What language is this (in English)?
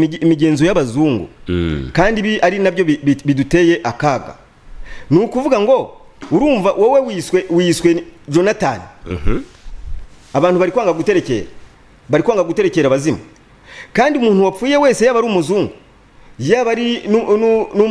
Kinyarwanda